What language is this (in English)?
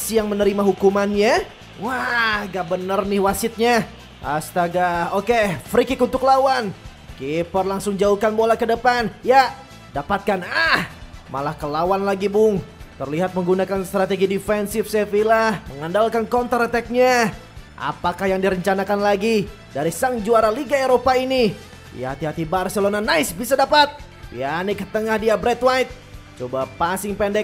Indonesian